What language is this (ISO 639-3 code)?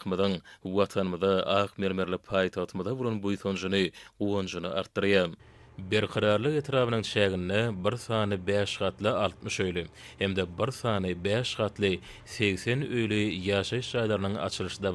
tuk